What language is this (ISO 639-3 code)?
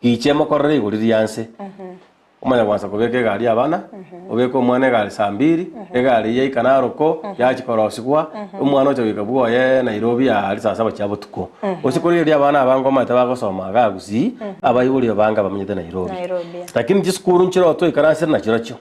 guz